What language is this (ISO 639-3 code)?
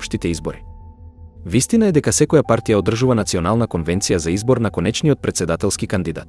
mkd